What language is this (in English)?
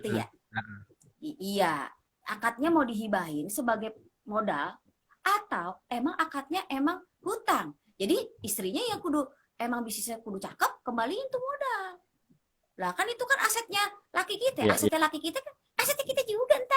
Betawi